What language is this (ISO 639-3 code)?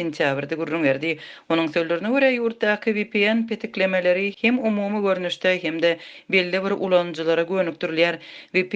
tuk